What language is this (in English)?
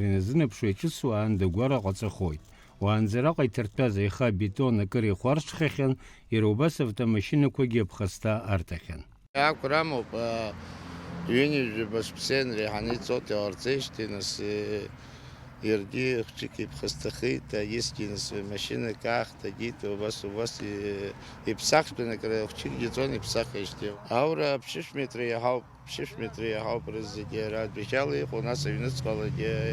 Abkhazian